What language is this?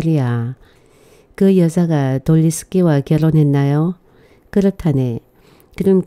Korean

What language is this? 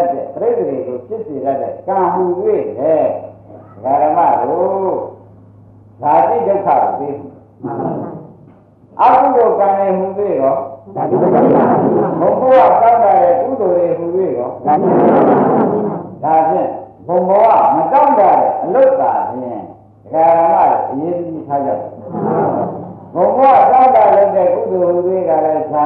Burmese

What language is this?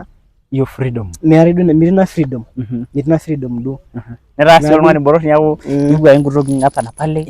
Masai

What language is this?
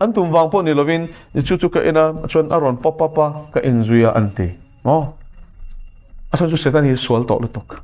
Mizo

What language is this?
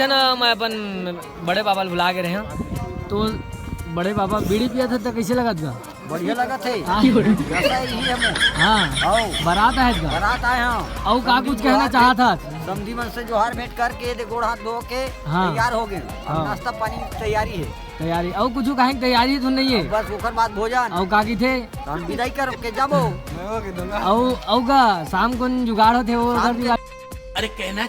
Chhattisgarhi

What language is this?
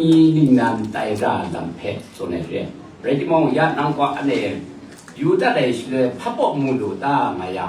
Kachin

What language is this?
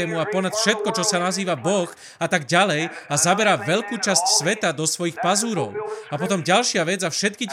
Slovak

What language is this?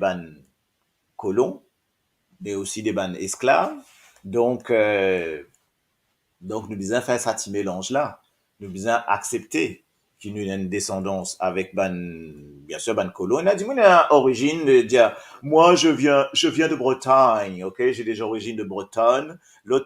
Morisyen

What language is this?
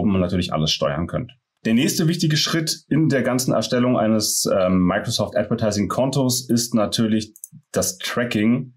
German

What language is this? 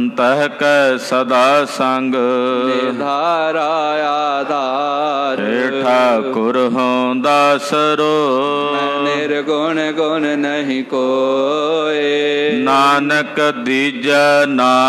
Punjabi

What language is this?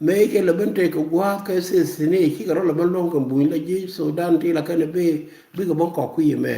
Nuer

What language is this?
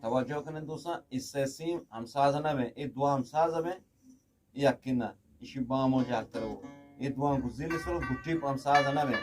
Eastern Balochi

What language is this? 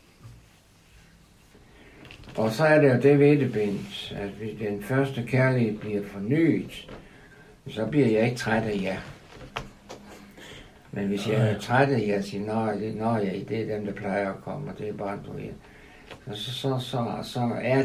Danish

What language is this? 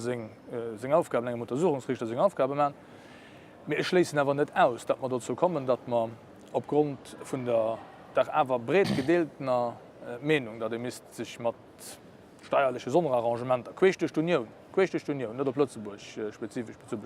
Luxembourgish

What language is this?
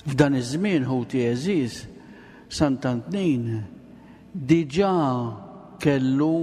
Maltese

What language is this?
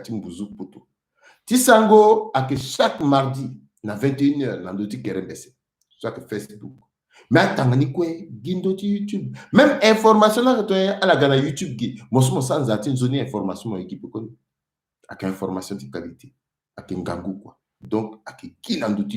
Sango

